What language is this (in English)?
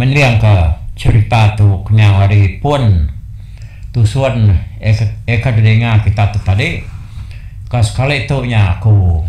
Iban